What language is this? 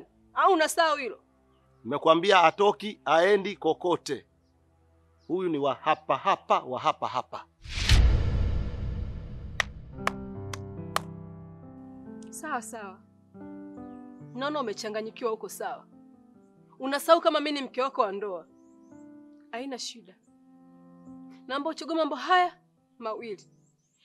Swahili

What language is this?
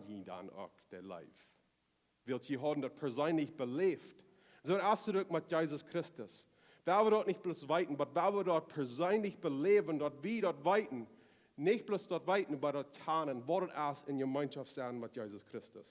Plautdietsch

